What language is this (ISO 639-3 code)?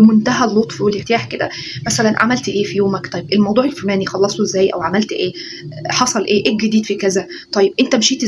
arz